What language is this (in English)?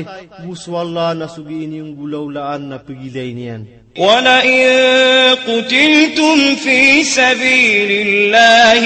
Maranao